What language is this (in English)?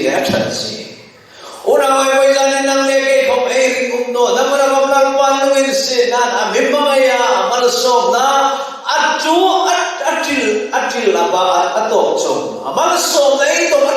Hmar